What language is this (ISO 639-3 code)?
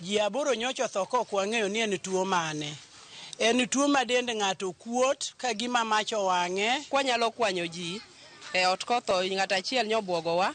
luo